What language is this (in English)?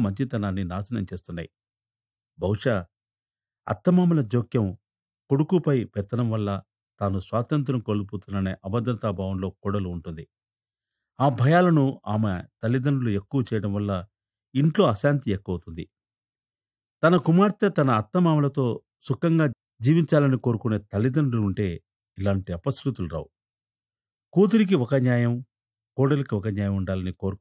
Telugu